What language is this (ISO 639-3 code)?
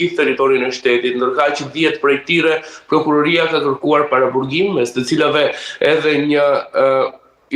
sqi